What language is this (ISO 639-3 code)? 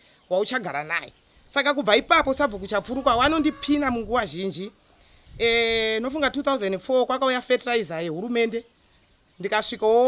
sna